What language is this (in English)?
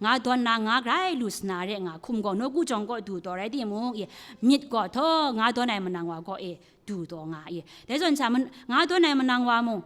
Kachin